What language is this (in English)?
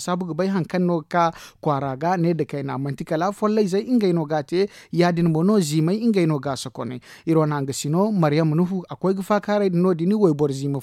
Zarma